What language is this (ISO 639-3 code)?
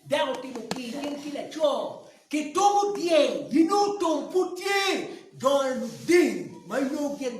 ach